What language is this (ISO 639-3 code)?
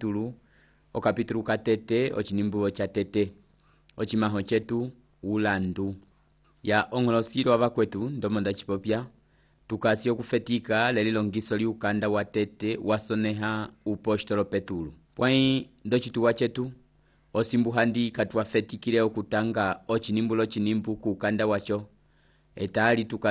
umb